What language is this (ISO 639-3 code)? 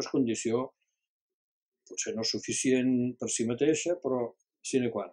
cat